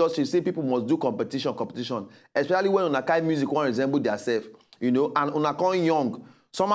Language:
Nigerian Pidgin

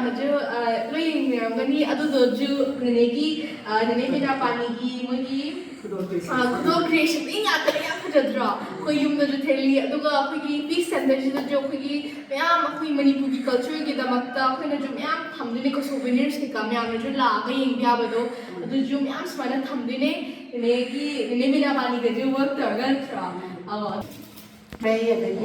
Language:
Manipuri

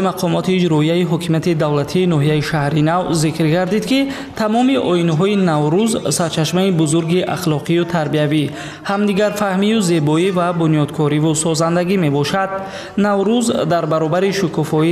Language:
Tajik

